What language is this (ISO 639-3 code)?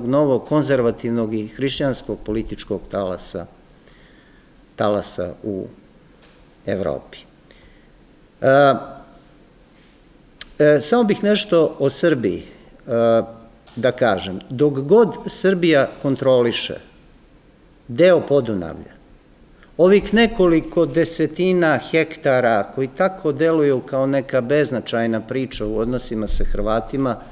srp